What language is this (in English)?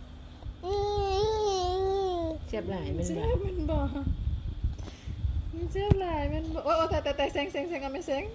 Lao